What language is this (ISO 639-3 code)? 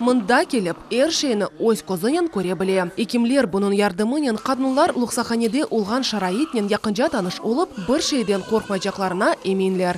crh